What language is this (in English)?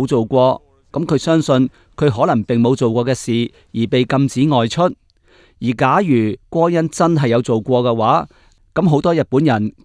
Cantonese